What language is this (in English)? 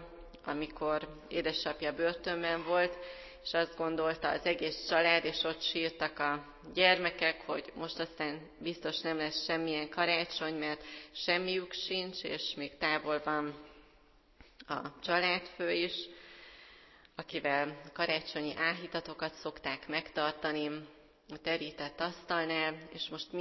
Hungarian